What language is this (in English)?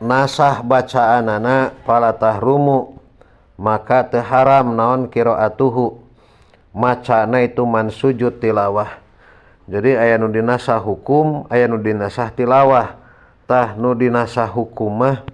Sundanese